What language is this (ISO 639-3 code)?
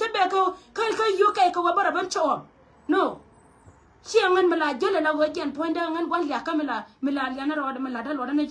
nus